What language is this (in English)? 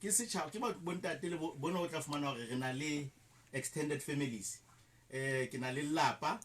Southern Sotho